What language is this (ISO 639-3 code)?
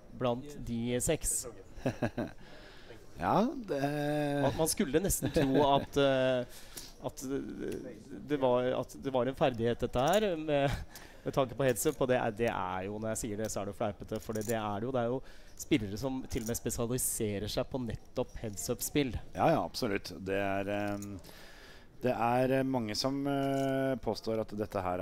nor